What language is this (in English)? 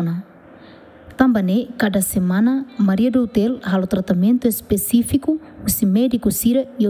Tetum